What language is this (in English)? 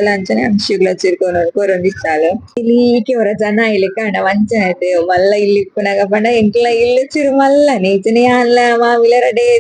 Tulu